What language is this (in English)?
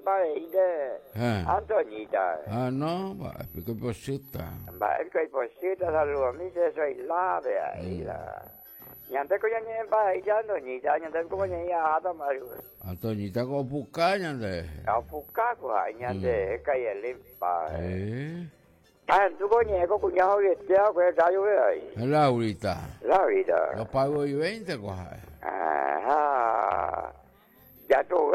Guarani